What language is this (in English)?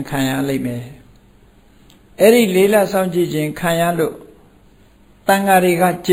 Burmese